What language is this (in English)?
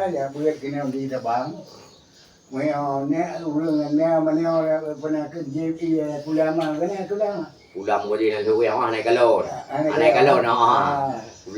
Achinese